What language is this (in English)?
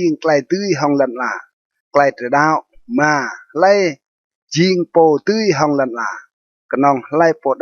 Rade